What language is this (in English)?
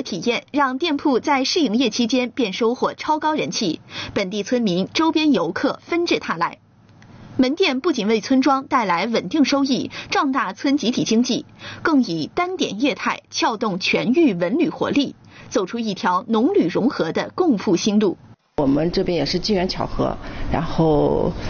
Chinese